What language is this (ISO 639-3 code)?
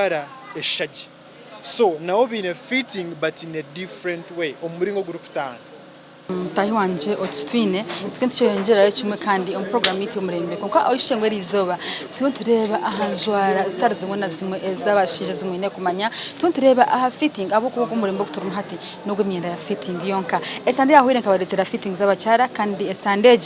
nyn